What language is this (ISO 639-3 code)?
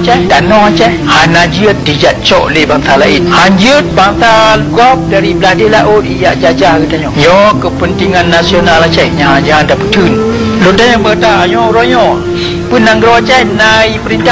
ace